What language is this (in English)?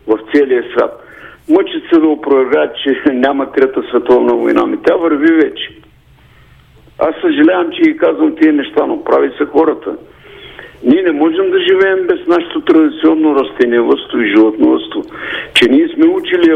Bulgarian